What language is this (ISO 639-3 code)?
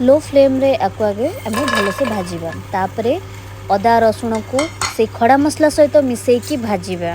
ori